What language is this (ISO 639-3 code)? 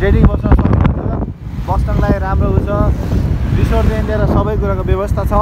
nep